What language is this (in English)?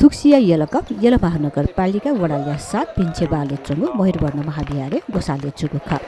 Newari